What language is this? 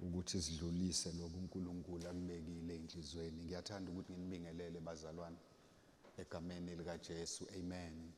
Zulu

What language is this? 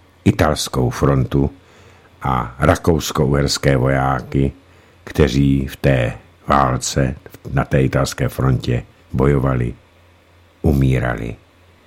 Czech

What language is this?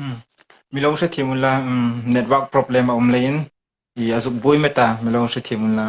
Hmar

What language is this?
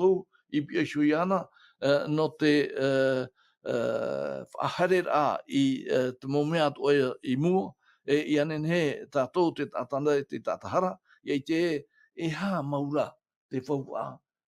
Tahitian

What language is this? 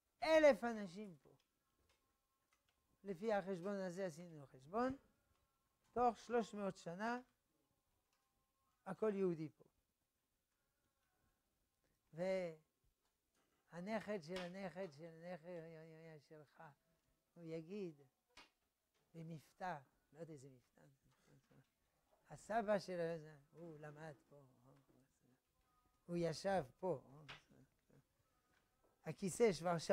Hebrew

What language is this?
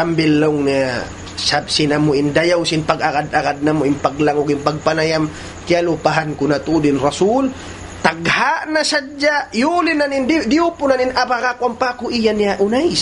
Tausug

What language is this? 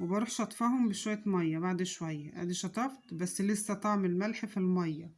Egyptian Arabic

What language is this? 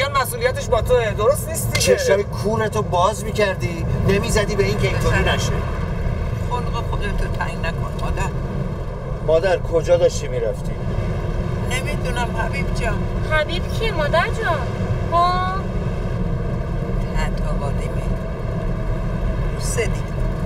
Persian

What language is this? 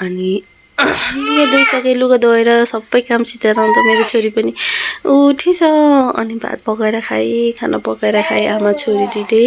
Nepali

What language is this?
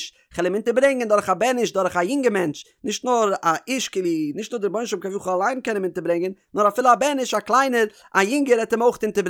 Yiddish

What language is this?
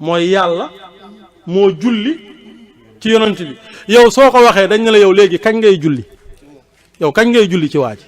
Wolof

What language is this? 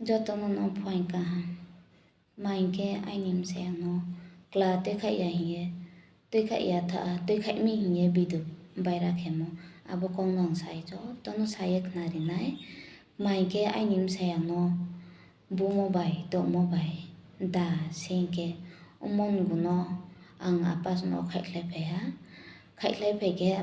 Riang (India)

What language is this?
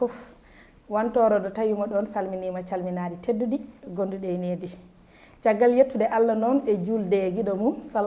Fula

